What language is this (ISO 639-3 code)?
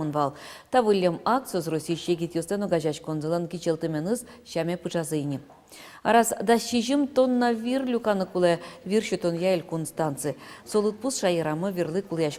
udm